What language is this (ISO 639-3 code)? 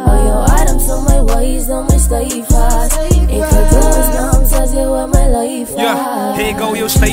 afr